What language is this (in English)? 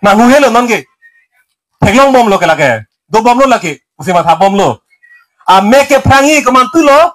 Karbi